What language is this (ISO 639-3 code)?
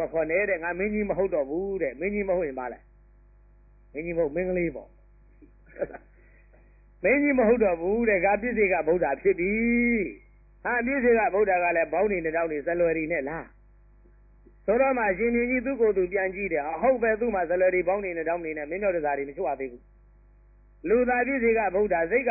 mya